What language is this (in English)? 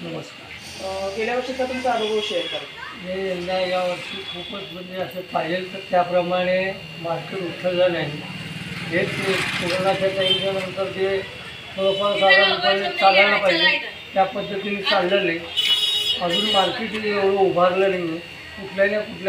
Marathi